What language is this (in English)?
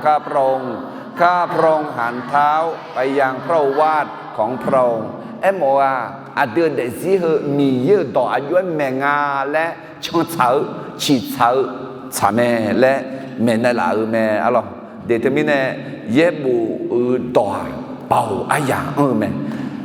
Akha